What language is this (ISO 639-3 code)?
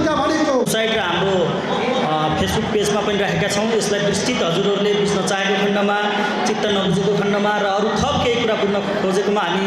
nep